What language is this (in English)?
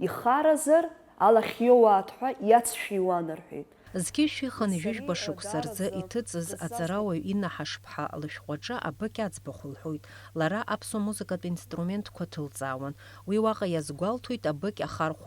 Abkhazian